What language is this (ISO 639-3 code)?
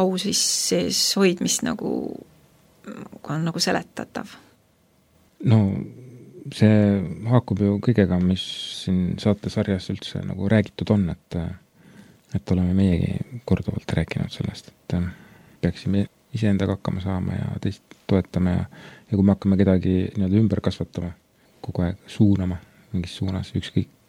est